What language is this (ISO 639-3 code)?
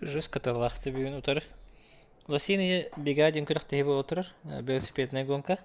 sah